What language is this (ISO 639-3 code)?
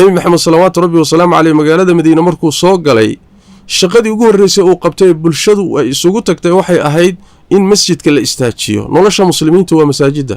som